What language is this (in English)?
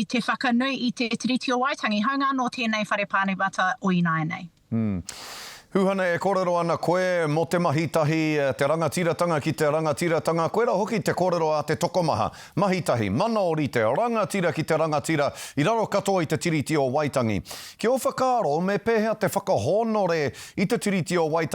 Māori